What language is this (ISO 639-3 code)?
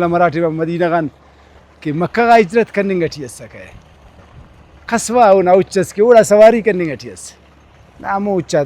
brh